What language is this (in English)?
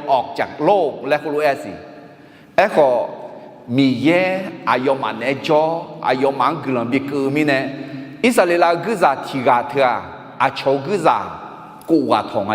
Akha